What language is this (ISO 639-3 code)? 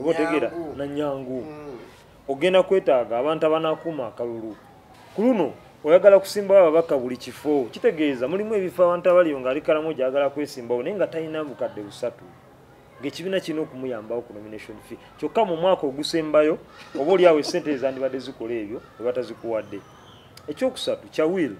lug